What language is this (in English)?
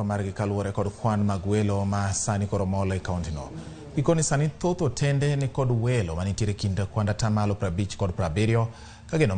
Luo (Kenya and Tanzania)